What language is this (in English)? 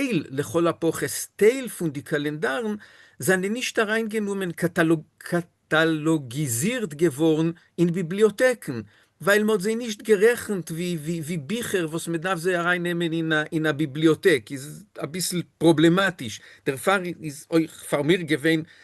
Yiddish